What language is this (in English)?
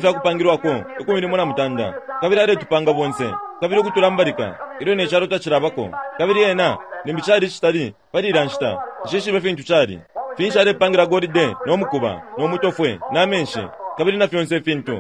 Bemba